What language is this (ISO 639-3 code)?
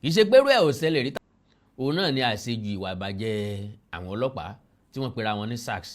yor